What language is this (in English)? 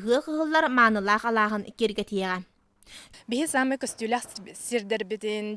Yakut